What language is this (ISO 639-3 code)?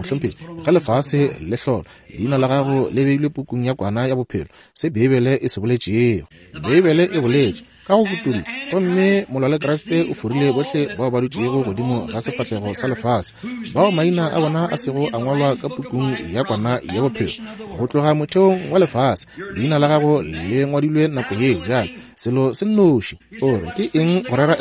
nso